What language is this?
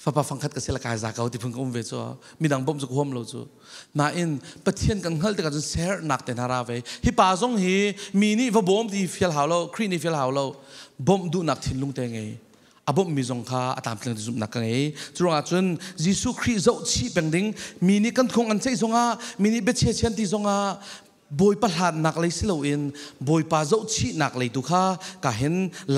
Falam Chin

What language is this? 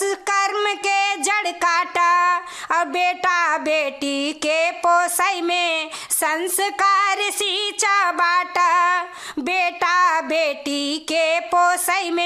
Bhojpuri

